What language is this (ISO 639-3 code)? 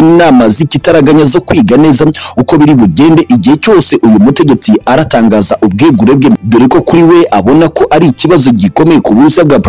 kin